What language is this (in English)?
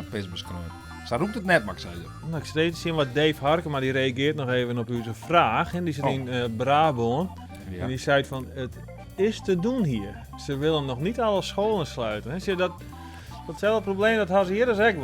Western Frisian